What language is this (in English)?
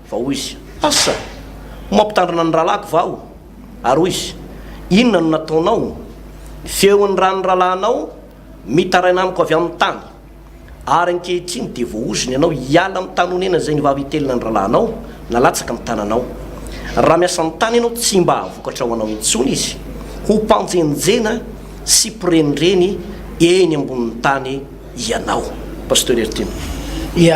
Malagasy